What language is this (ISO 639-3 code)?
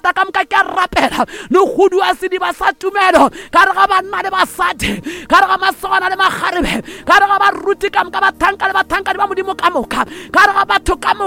nso